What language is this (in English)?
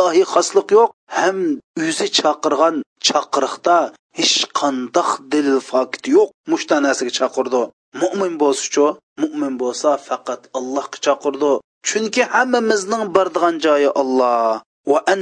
Uyghur